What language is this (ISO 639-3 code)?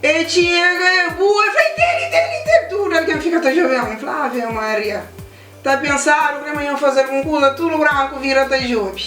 kea